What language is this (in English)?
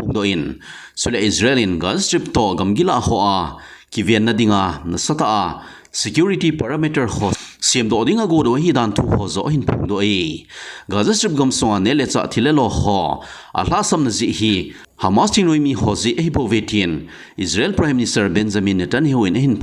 Thado Chin